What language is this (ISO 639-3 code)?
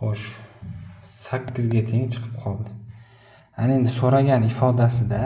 uzb